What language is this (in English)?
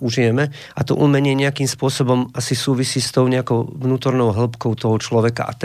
Slovak